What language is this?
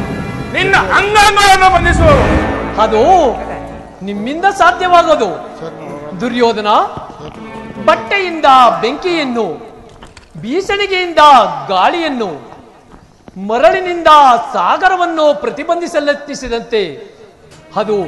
Kannada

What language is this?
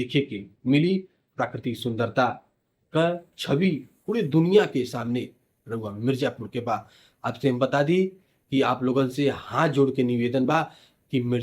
Bhojpuri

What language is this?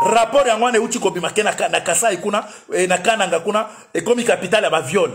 Lingala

